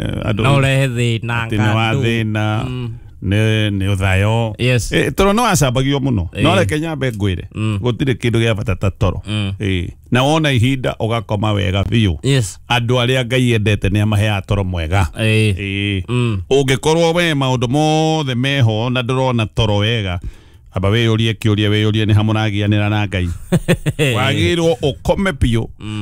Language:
Kikuyu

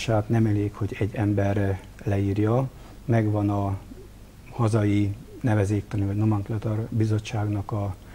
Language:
Hungarian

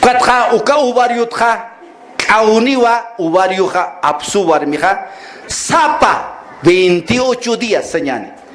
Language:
Aymara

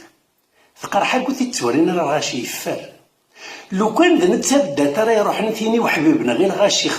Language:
Kabyle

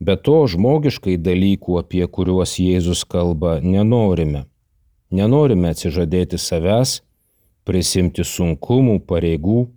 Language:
Lithuanian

